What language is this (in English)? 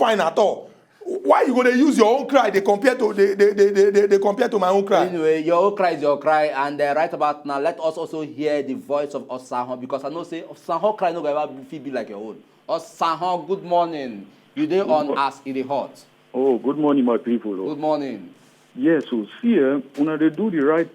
Nigerian Pidgin